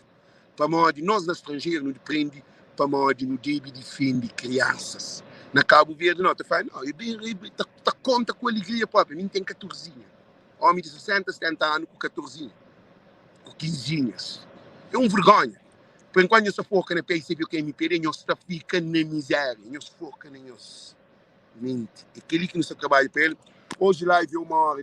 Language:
Kabuverdianu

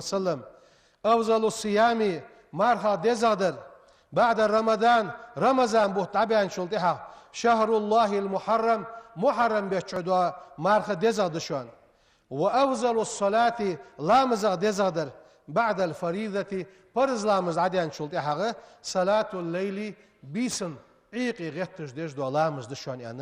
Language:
Ingush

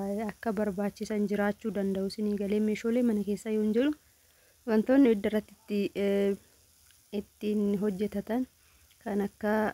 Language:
Oromo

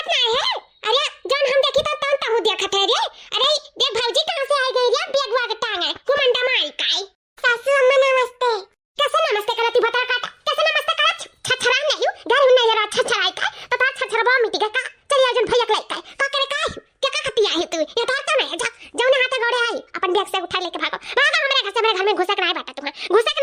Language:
Awadhi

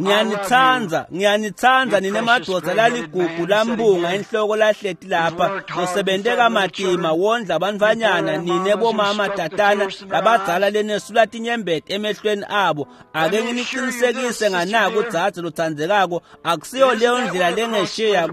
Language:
Swati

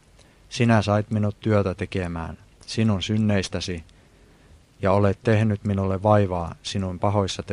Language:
Finnish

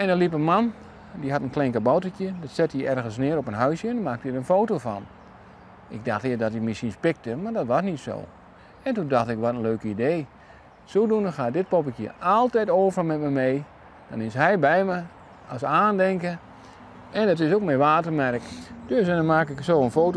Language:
Western Frisian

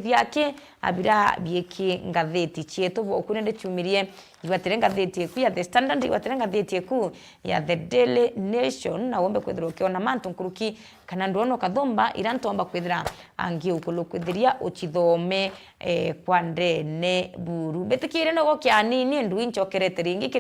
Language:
Meru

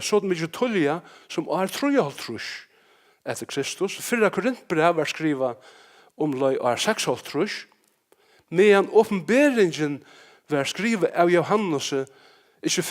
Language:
Faroese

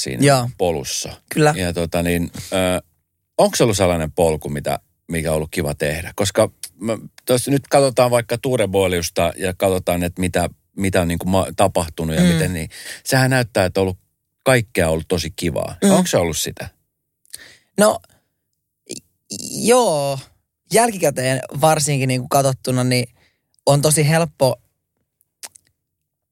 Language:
Finnish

